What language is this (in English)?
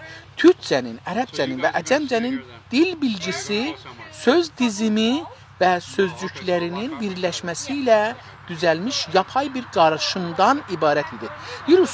South Azerbaijani